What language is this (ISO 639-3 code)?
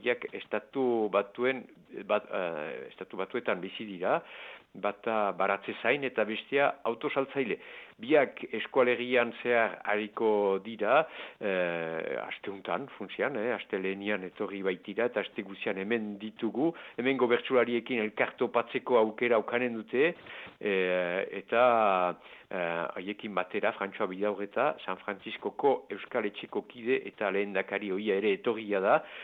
eus